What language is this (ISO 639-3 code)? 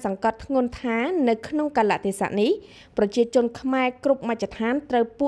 khm